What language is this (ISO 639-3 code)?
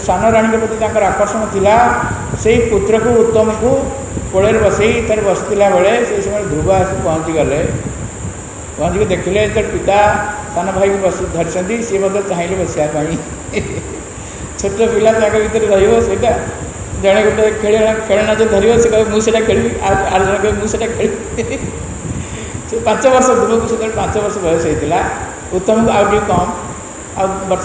ori